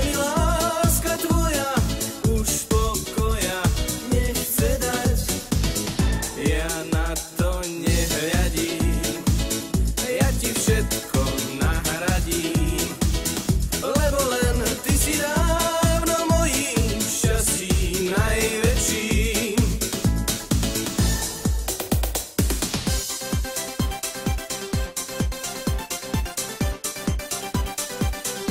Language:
Slovak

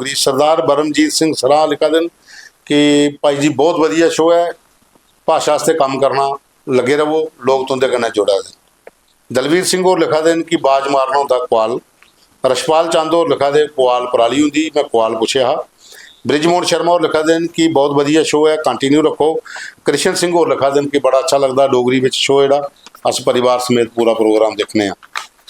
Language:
Dogri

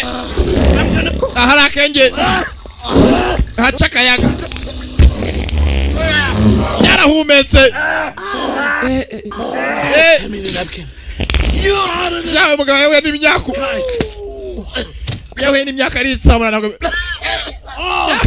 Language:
Kinyarwanda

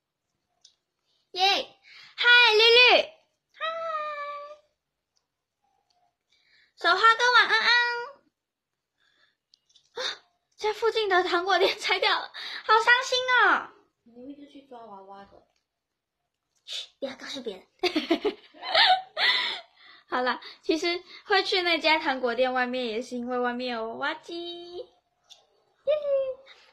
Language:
Chinese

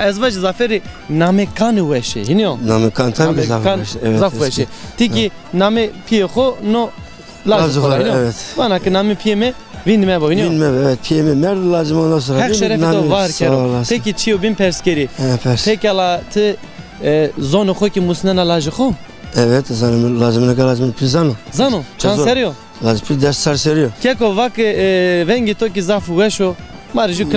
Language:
Zaza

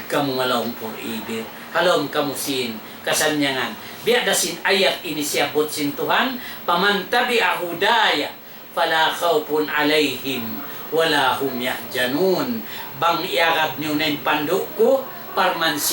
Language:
Tausug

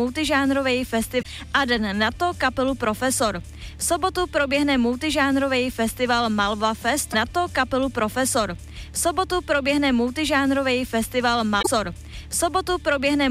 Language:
Czech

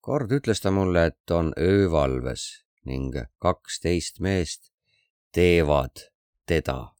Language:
Estonian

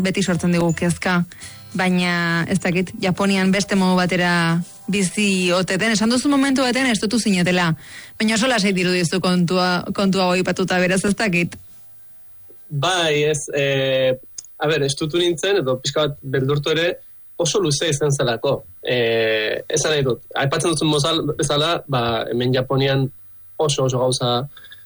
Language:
Basque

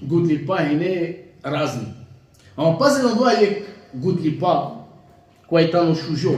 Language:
Balkan Romani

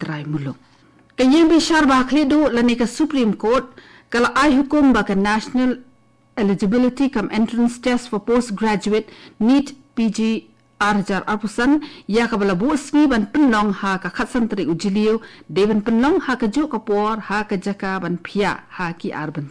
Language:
Khasi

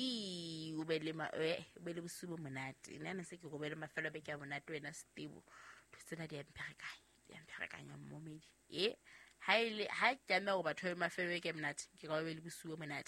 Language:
Southern Sotho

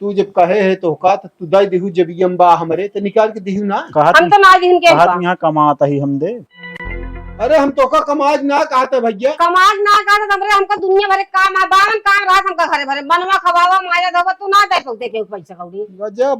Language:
Awadhi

